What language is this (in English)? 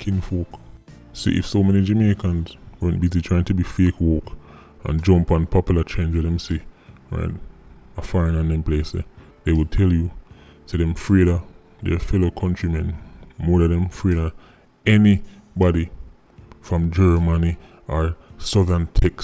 Jamaican Creole English